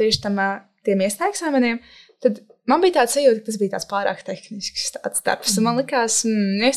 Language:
Latvian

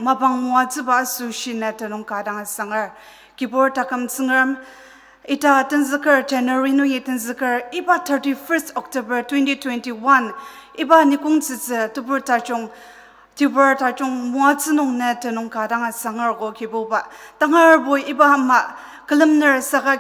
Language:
Ao Naga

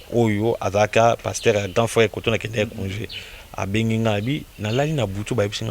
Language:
Lingala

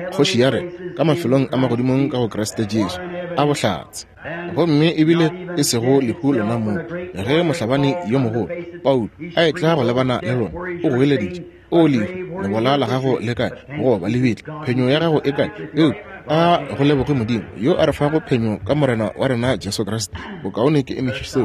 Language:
Northern Sotho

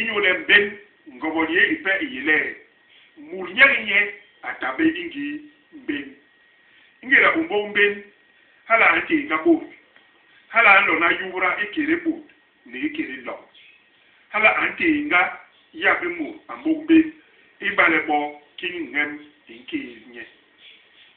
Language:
Basaa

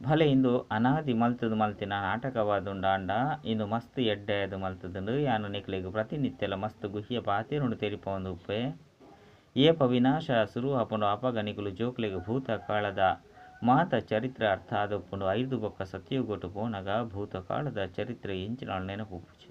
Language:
Tulu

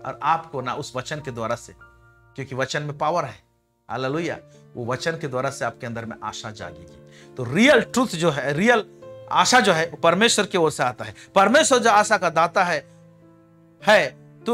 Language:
Hindi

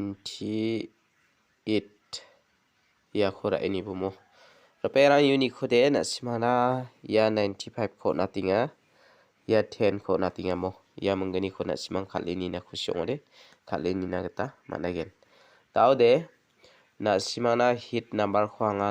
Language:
Garo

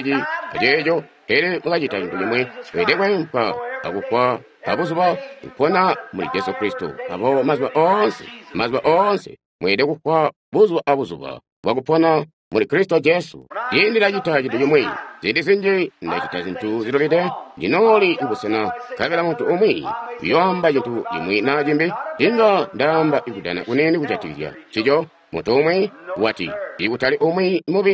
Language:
Tonga (Zambia)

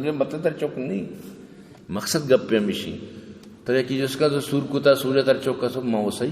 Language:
Baluchi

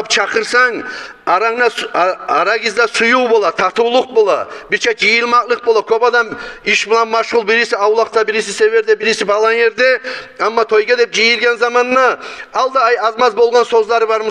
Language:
Kumyk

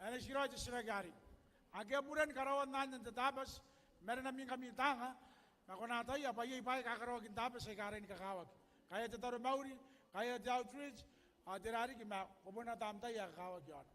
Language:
Gilbertese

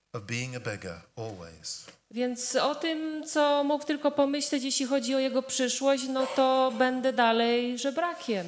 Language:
Polish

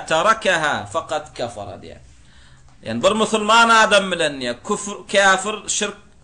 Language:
Turkmen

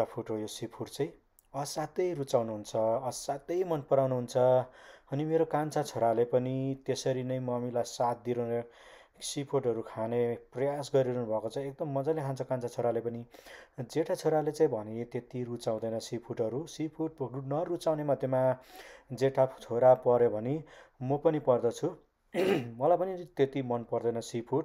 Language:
Nepali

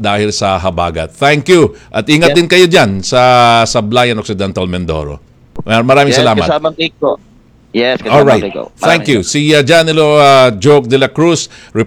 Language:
Filipino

